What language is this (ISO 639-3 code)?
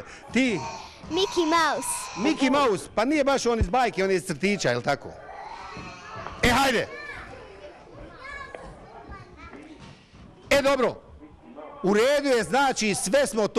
bos